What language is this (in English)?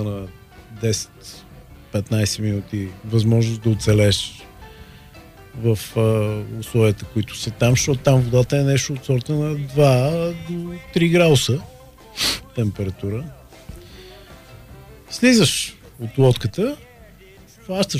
Bulgarian